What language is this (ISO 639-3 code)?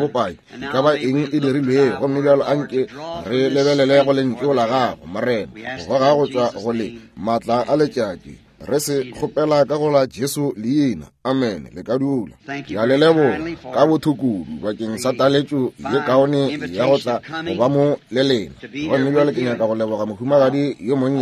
nso